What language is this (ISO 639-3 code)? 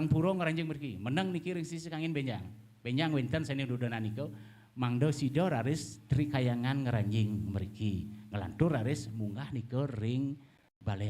ban